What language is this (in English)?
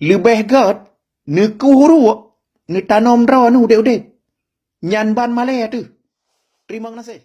Achinese